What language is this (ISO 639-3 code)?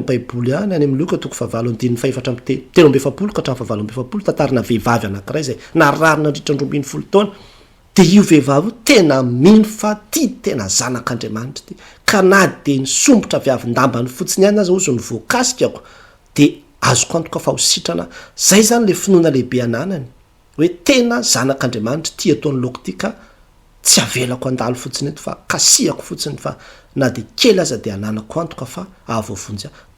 mlg